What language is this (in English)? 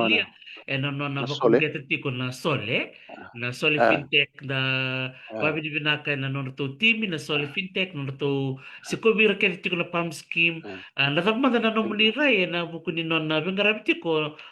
Fijian